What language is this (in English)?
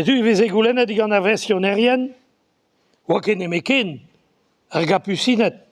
Breton